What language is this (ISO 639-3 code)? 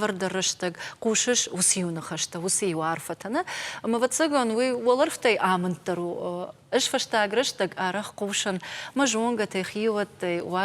oss